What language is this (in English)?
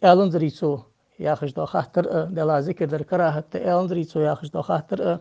Ingush